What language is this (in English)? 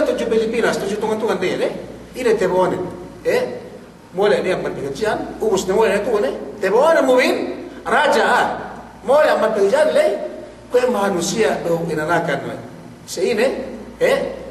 Yakan